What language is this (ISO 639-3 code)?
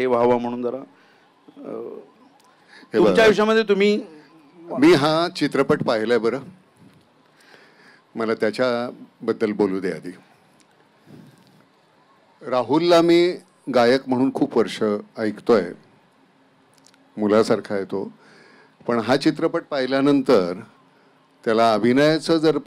mar